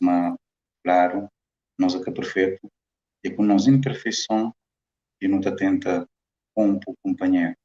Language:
Kabuverdianu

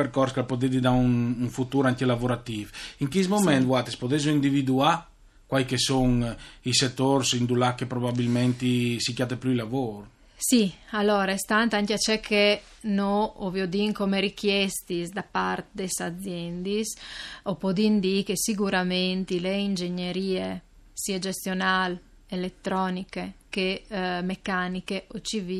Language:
Friulian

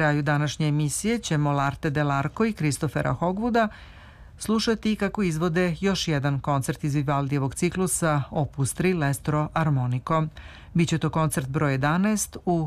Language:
Serbian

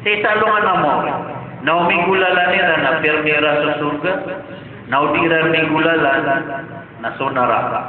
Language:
Maranao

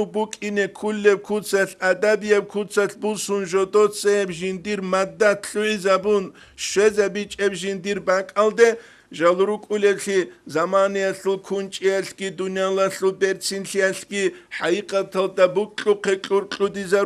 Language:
Avaric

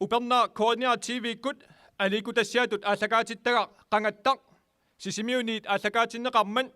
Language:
Kalaallisut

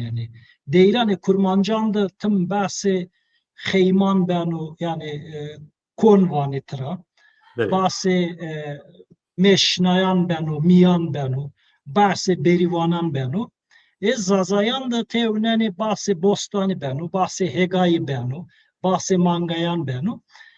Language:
Zaza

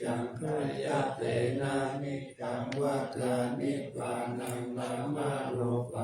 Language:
Pali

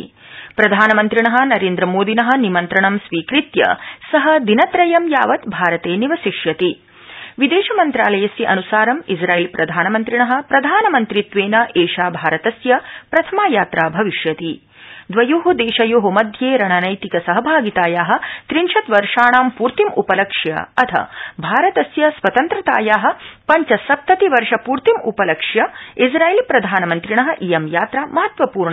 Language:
Sanskrit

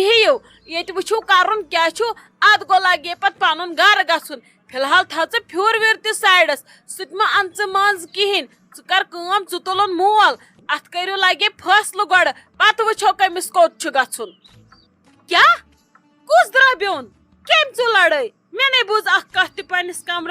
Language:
Kashmiri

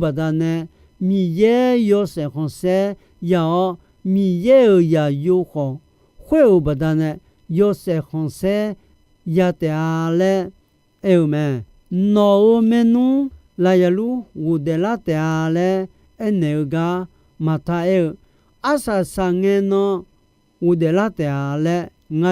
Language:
Akha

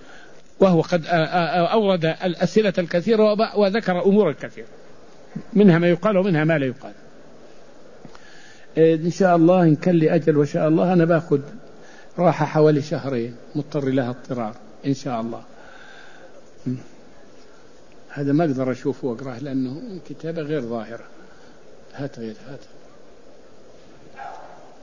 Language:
Arabic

